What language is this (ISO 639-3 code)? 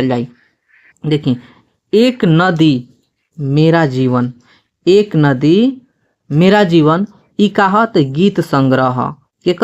bho